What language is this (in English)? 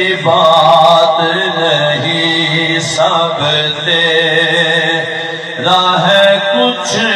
Saraiki